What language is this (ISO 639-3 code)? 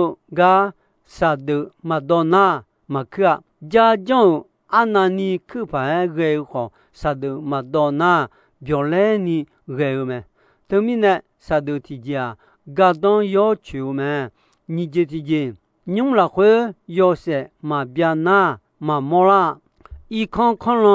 ahk